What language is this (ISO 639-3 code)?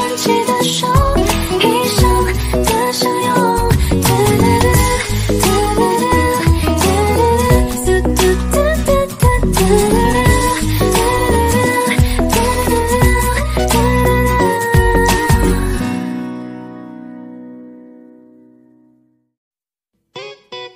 zho